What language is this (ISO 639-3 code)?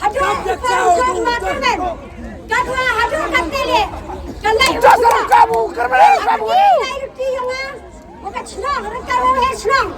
kha